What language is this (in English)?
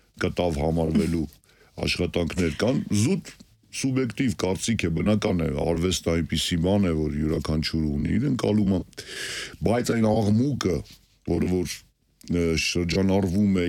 Armenian